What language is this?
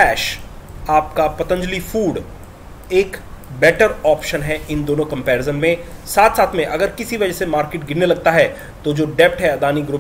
Hindi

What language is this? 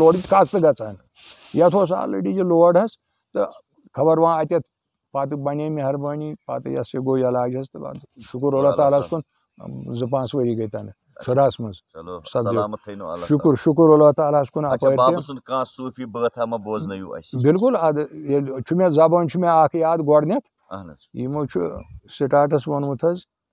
Kashmiri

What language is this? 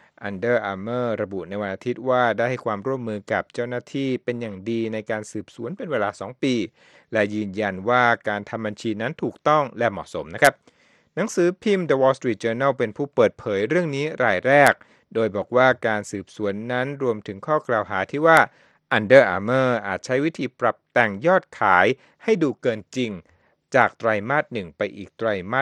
Thai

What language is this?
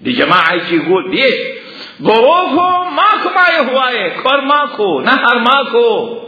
Mesopotamian Arabic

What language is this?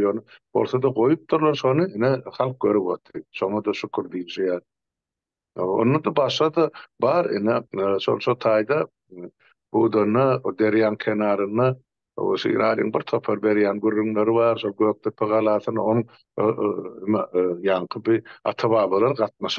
Turkmen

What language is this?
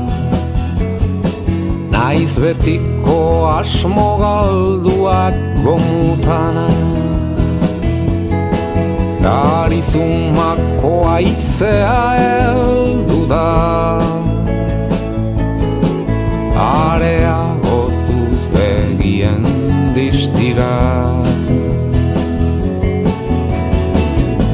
Basque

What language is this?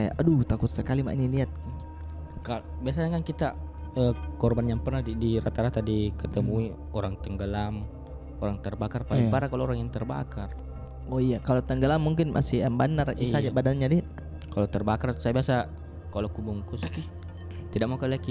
Makassar Malay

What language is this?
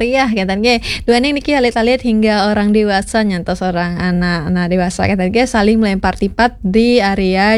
Balinese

